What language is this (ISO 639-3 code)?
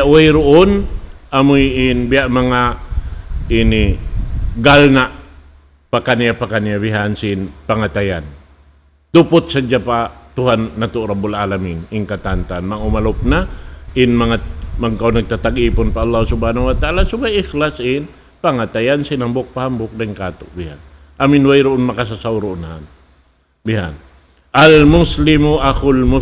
tsg